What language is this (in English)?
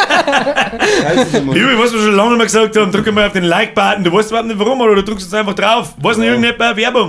Bavarian